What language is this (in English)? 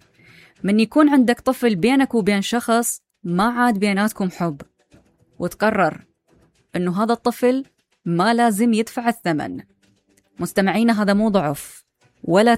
Mesopotamian Arabic